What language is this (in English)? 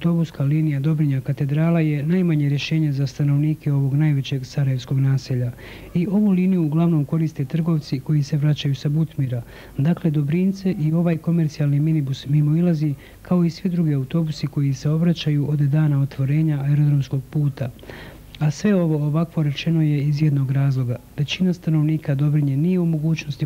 Bosnian